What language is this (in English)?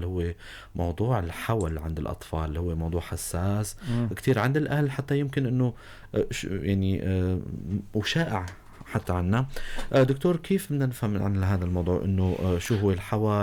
North Levantine Arabic